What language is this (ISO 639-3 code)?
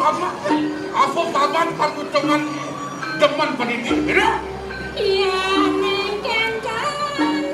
ban